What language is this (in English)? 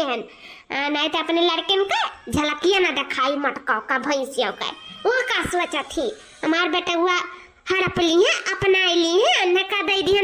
Awadhi